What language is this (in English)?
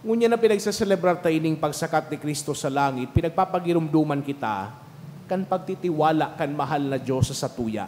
Bikol